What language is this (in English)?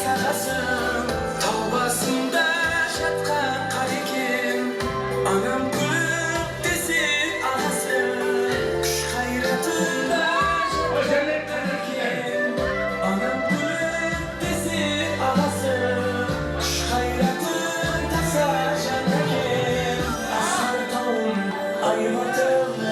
Kara-Kalpak